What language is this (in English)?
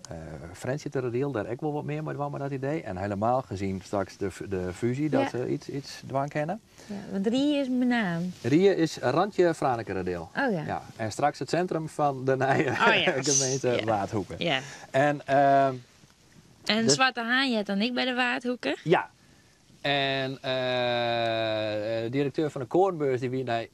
Western Frisian